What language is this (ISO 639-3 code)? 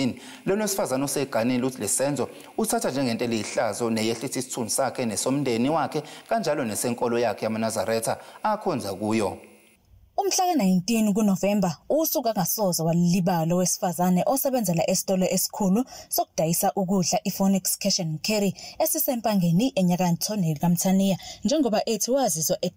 zul